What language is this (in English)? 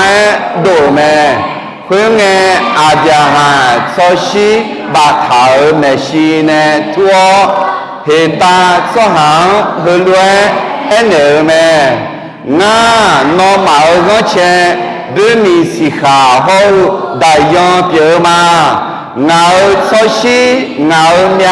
Akha